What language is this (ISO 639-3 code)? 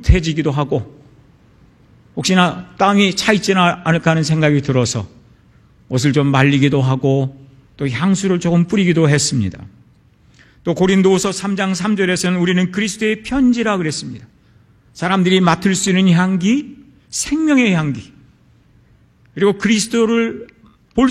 kor